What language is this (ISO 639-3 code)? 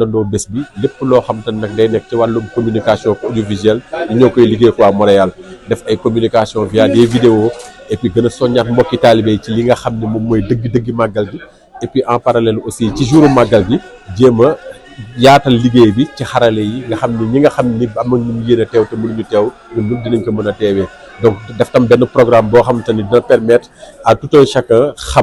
wol